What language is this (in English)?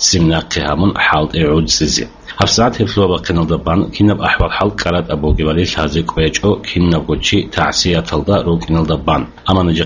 Avaric